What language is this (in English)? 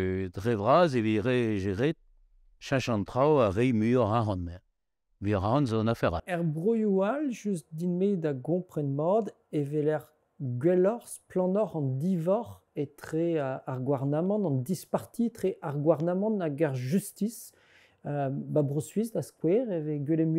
Breton